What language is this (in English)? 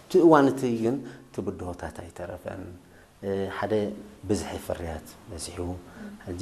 Tigrinya